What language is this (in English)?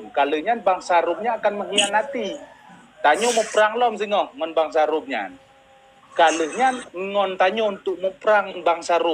Achinese